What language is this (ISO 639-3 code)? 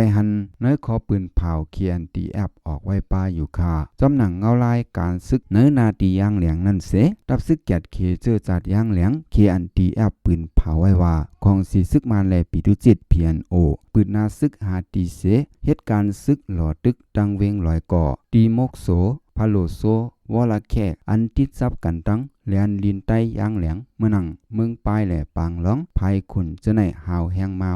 shn